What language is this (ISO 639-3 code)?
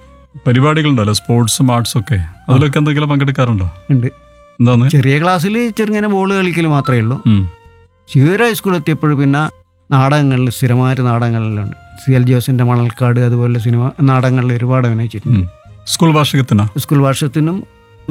mal